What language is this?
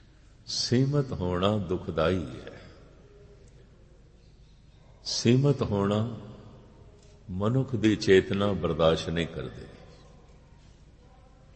Punjabi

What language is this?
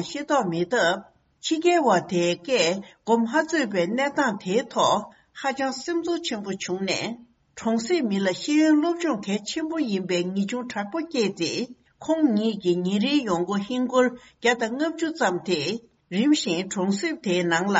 Tibetan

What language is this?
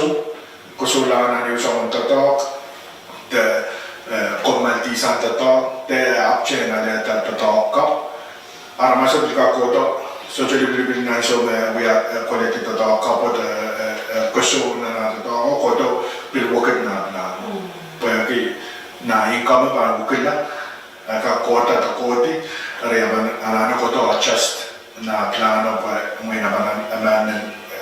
Pohnpeian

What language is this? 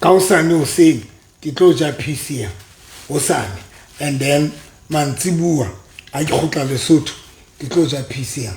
Southern Sotho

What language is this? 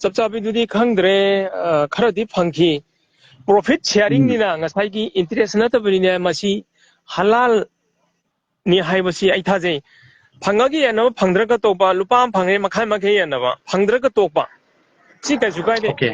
Manipuri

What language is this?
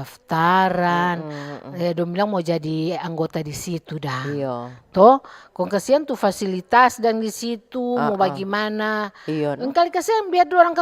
Manado Malay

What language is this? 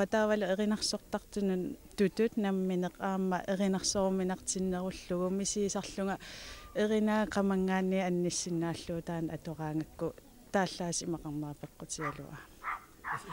Kalaallisut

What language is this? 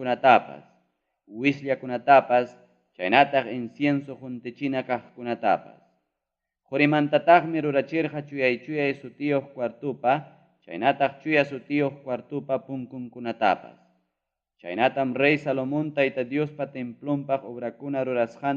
Ayacucho Quechua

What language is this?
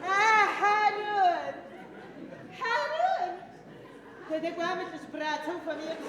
Adyghe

